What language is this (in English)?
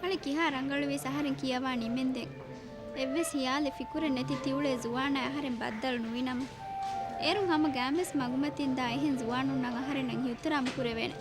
Divehi